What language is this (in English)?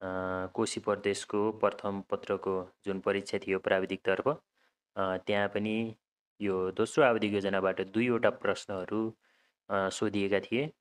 Nepali